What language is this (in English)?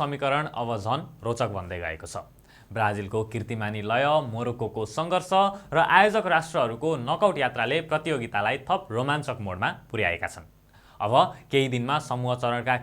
Nepali